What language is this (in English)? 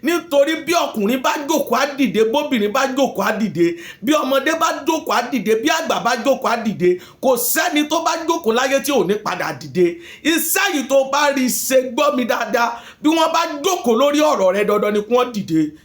Yoruba